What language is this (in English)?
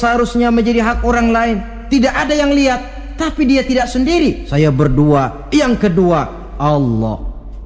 Indonesian